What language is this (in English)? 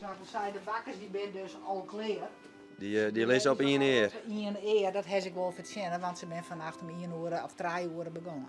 Western Frisian